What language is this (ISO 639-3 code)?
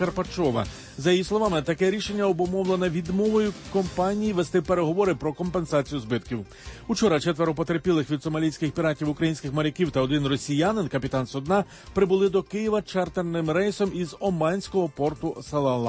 ukr